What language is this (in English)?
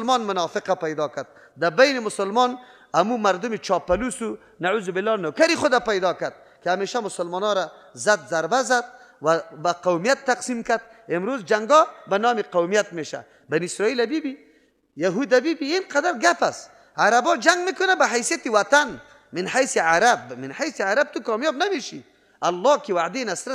Persian